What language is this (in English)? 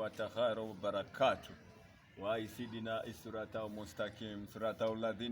Masaaba